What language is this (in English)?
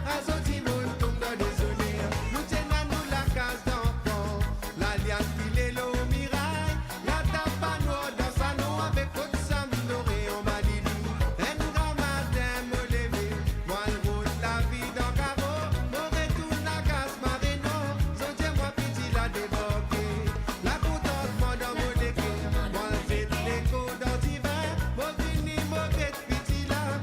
Morisyen